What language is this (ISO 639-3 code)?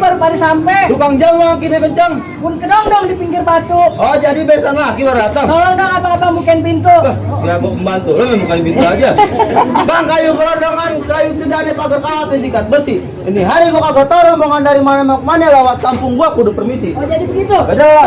bew